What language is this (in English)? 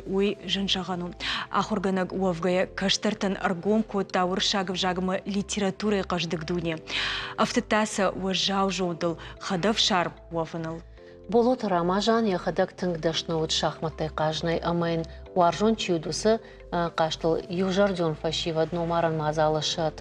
Ossetic